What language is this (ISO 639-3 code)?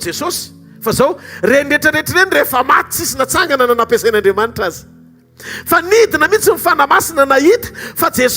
mlg